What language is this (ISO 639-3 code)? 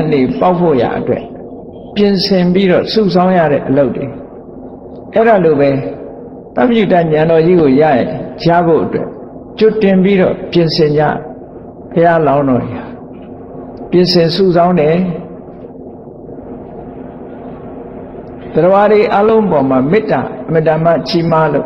mya